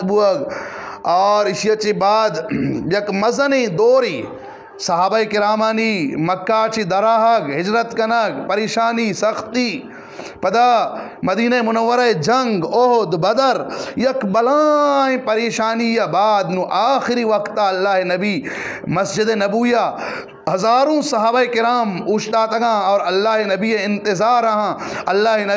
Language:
Eastern Balochi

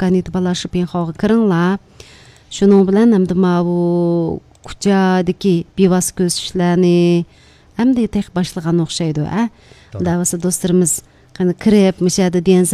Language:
Uyghur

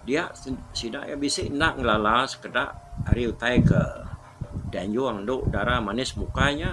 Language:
Iban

